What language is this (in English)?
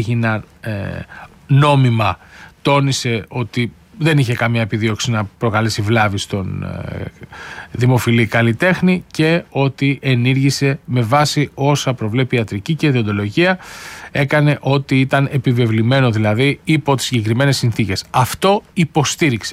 Greek